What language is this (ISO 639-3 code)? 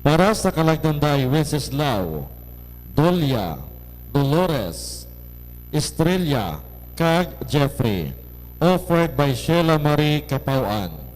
hil